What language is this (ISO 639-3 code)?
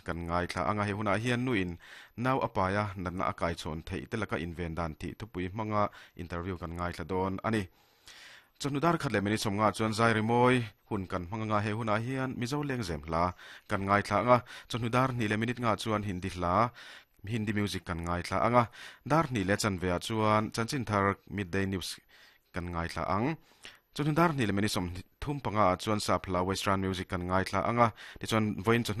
lus